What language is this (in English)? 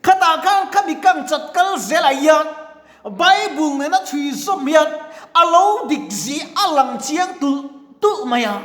Mizo